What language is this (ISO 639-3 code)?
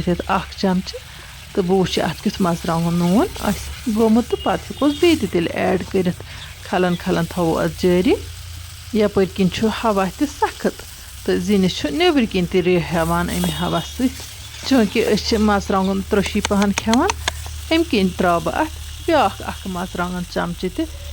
kas